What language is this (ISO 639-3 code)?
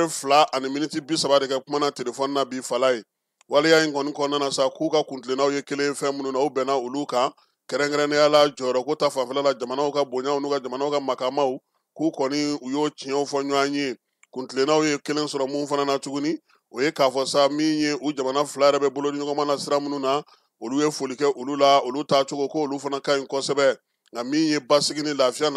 bam